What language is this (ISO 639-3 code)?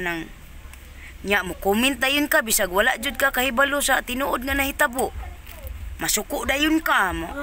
ceb